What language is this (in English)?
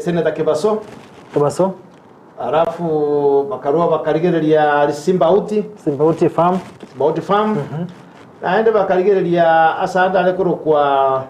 Gusii